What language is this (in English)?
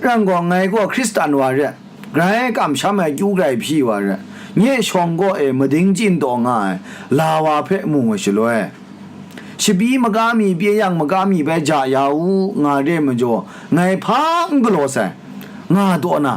Kachin